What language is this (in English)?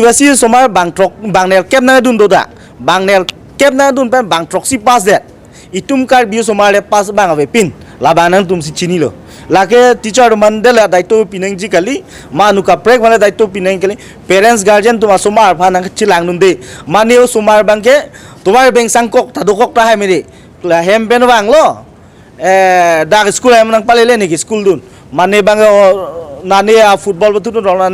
Karbi